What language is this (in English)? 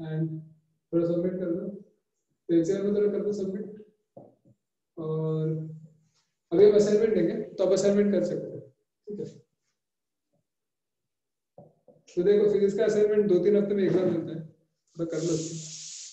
Hindi